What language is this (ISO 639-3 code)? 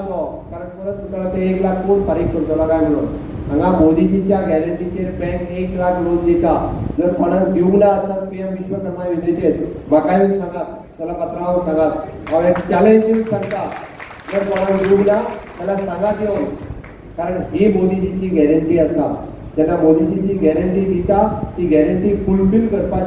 kok